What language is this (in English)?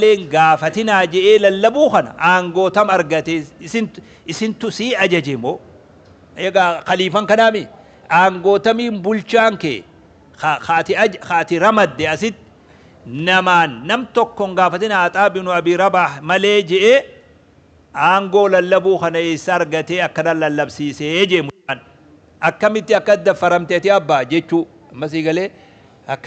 Oromo